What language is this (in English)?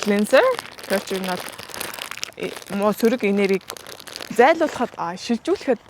Mongolian